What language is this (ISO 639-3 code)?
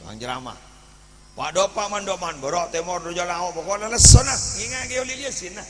mad